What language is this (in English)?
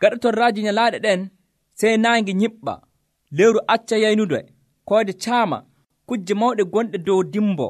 Nigerian Fulfulde